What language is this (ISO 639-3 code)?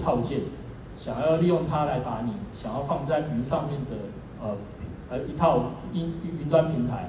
zho